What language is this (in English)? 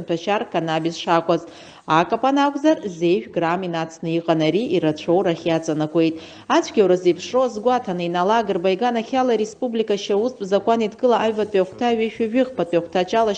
Abkhazian